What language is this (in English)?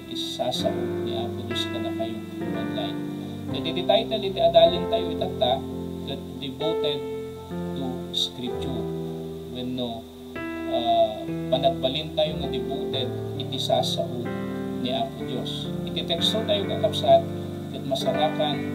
Iloko